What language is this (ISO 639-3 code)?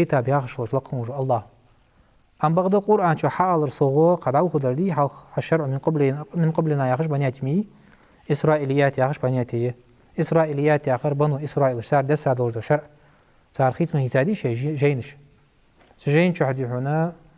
inh